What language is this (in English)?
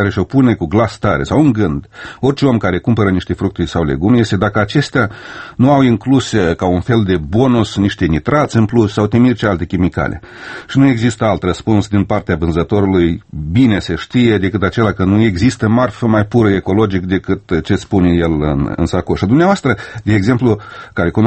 Romanian